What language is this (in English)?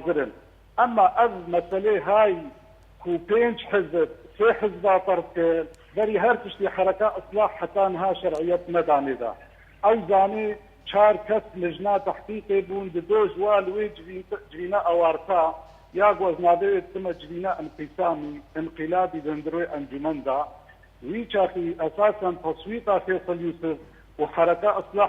Kurdish